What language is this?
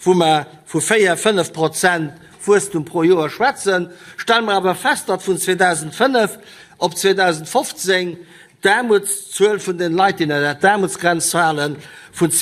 Luxembourgish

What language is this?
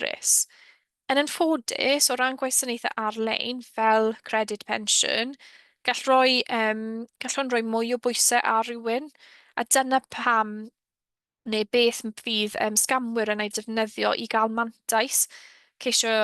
Welsh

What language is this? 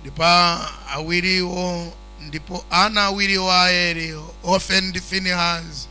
Nyanja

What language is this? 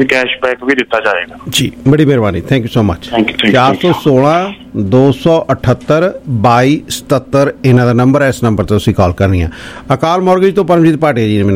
Punjabi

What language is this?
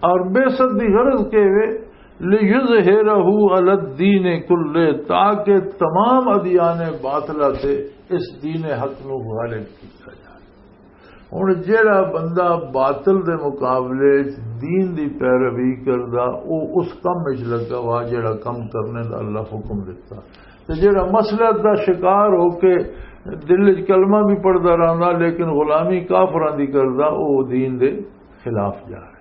Western Panjabi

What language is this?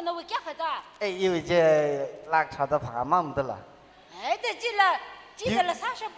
Tangkhul Naga (India)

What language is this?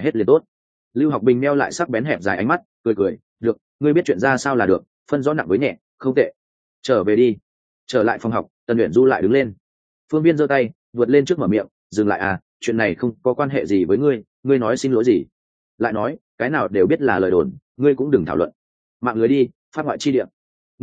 Vietnamese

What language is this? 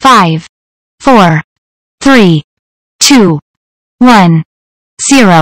Tigrinya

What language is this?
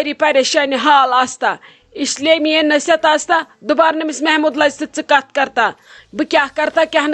Kashmiri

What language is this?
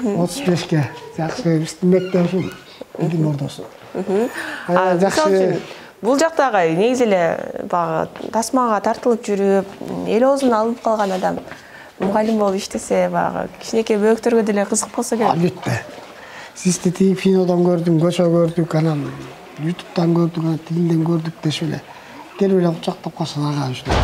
Kyrgyz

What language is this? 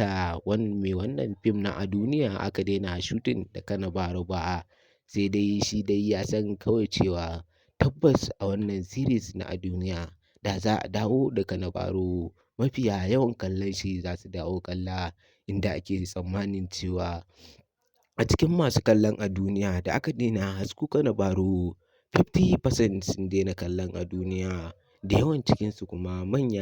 Hausa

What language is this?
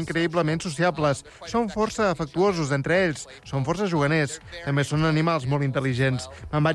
Catalan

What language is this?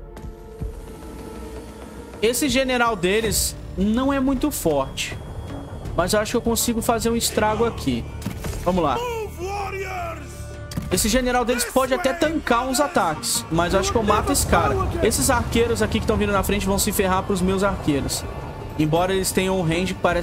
Portuguese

